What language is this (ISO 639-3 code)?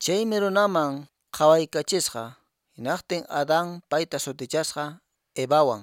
que